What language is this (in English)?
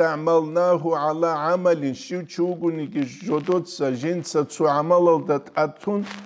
Avaric